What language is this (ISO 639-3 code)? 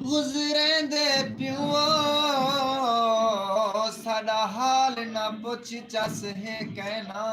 skr